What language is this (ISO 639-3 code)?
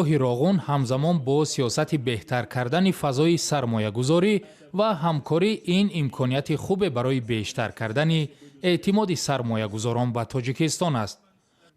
tgk